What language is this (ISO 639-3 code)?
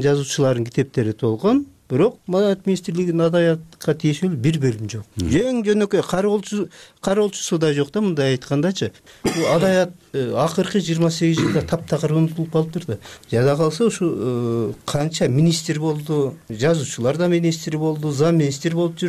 kir